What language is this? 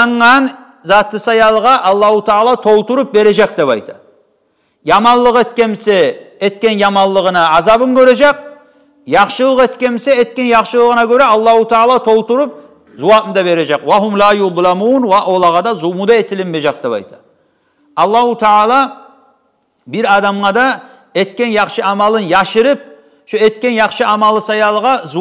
Kumyk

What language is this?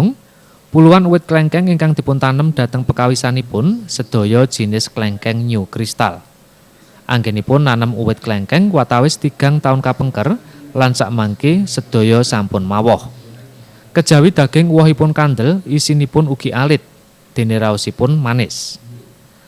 Javanese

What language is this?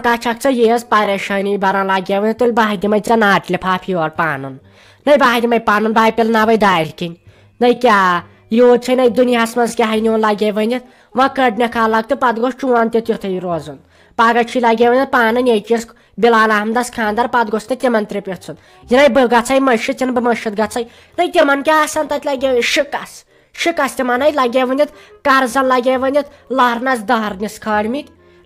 Kashmiri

